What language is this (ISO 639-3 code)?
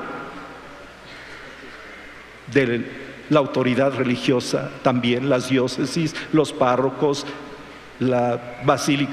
spa